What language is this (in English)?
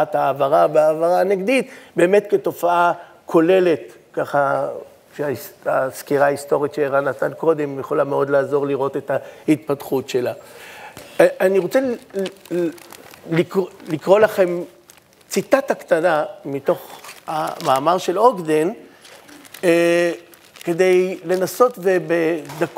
Hebrew